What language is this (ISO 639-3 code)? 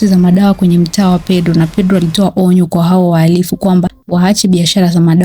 swa